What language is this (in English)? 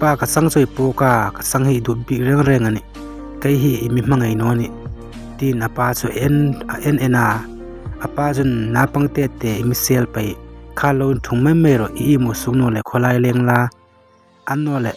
Hmar